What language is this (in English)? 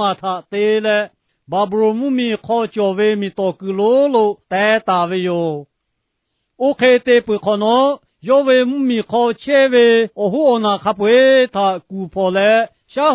Lahu